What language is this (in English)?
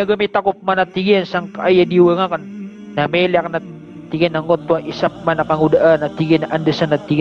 Maranao